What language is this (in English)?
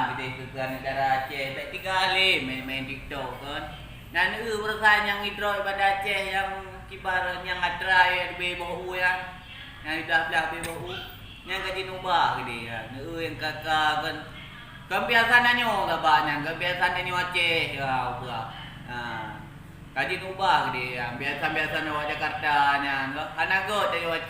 Achinese